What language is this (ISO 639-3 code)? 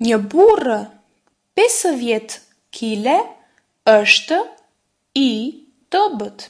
sqi